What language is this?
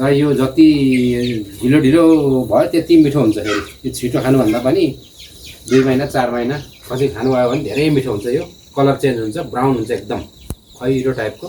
Nepali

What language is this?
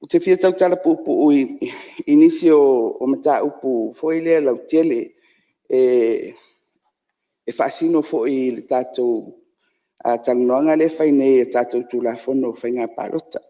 Samoan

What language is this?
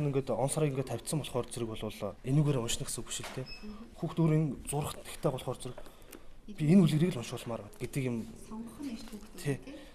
Mongolian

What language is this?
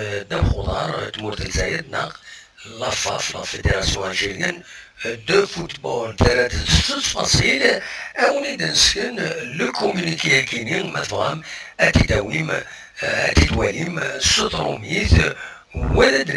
Kabyle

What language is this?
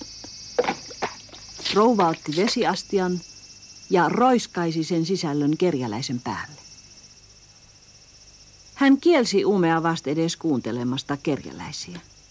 Finnish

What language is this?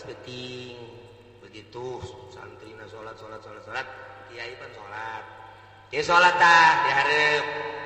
Sundanese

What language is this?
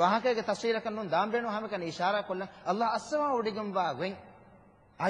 Divehi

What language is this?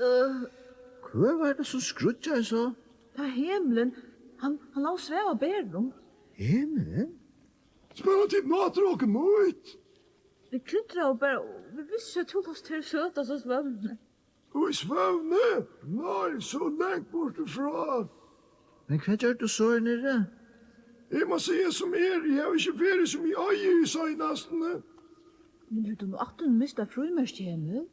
Faroese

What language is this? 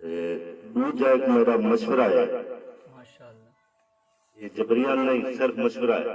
Saraiki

